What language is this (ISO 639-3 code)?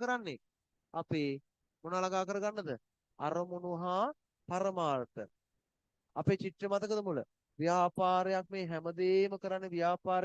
sin